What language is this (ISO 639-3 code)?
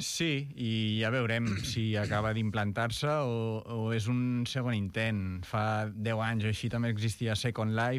cat